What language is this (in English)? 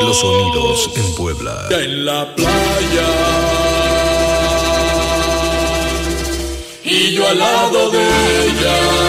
Spanish